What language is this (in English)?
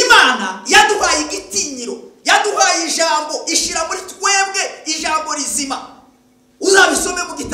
Kinyarwanda